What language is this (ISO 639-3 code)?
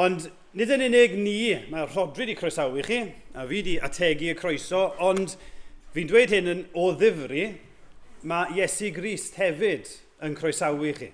cym